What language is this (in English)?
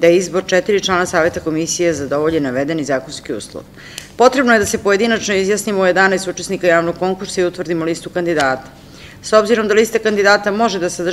Serbian